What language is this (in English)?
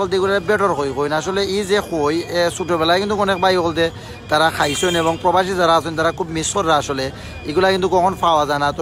Sylheti